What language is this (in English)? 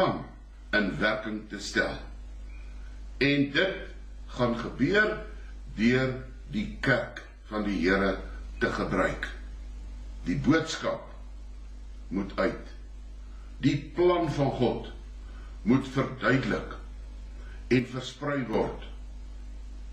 Afrikaans